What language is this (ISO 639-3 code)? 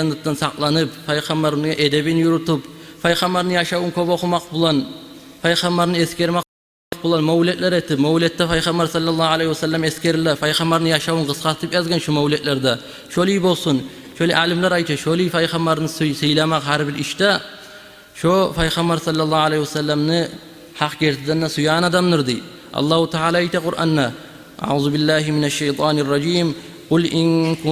kum